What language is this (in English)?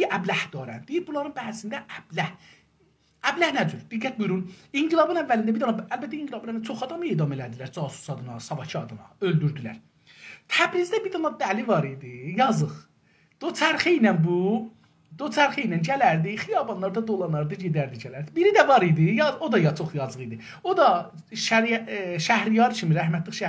South Azerbaijani